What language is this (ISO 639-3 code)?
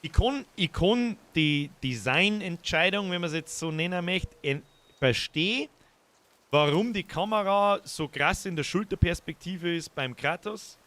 bar